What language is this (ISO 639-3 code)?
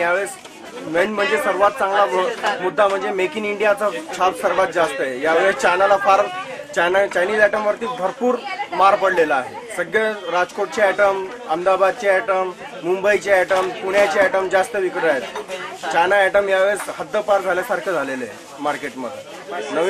mar